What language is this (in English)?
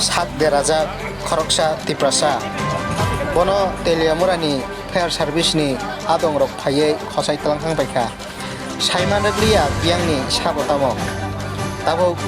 Kok Borok